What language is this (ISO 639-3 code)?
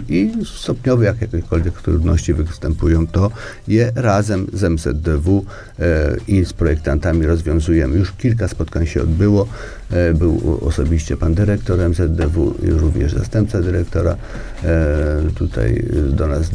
pol